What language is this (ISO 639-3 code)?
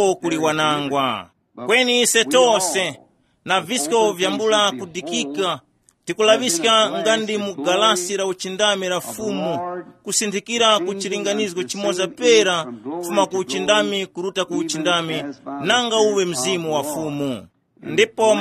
tum